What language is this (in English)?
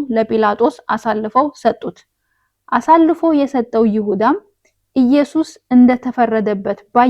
Amharic